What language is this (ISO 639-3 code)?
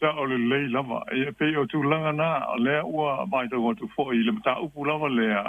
smo